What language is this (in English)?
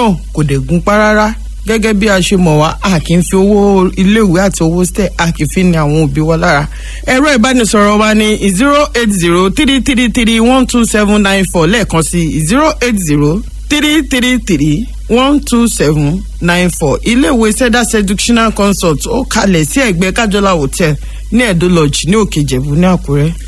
Yoruba